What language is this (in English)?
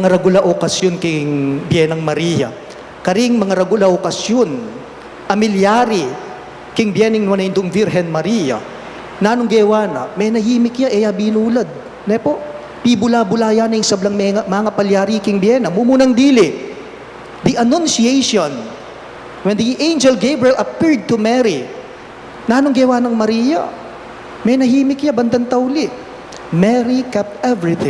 Pampanga